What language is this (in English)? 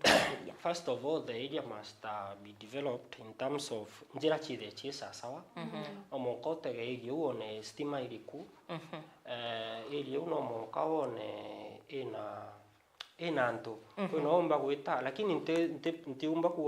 Meru